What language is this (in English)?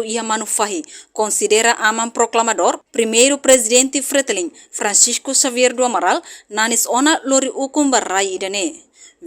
Tetum